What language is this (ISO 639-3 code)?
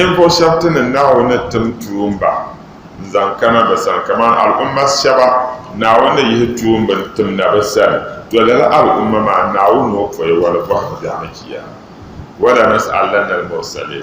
dag